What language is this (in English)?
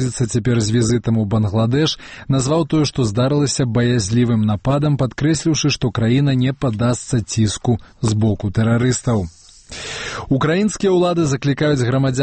Belarusian